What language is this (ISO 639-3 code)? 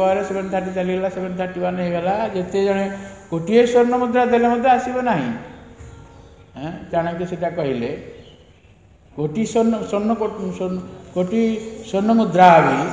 ori